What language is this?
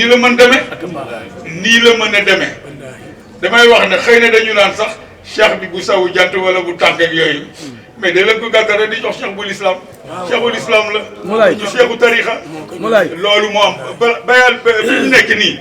Wolof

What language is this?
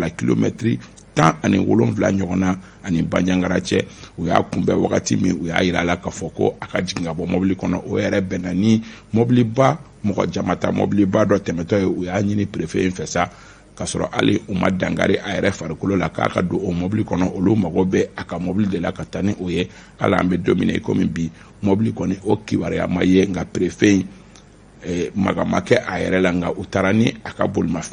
Bambara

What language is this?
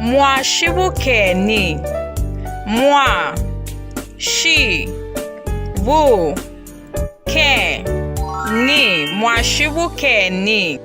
Bemba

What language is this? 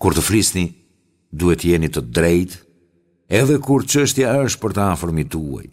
Albanian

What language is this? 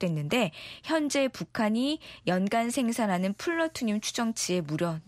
Korean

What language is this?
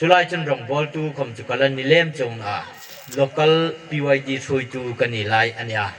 Hmar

